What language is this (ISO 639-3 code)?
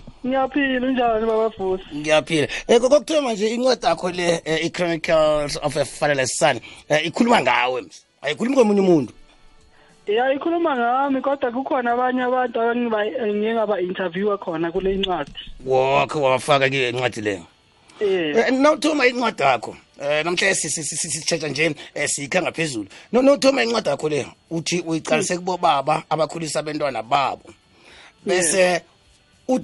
nbl